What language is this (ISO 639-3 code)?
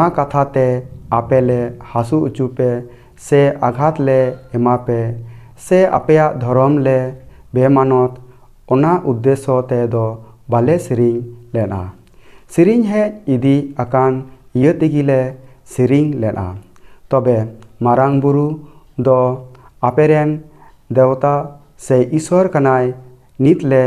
sat